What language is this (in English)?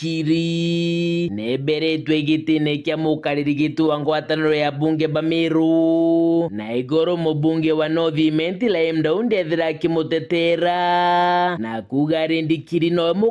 Meru